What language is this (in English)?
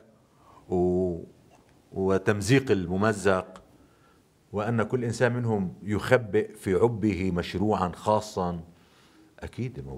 North Levantine Arabic